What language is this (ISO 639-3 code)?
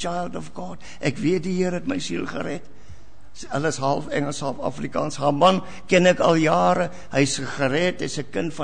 afr